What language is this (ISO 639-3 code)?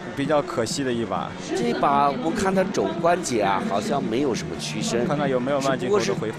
zho